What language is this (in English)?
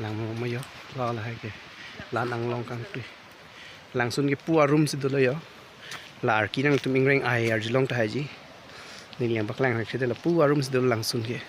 Karbi